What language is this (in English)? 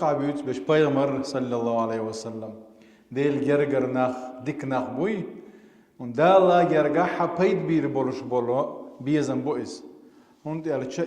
Chechen